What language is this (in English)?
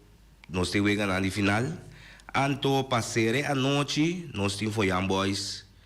Papiamento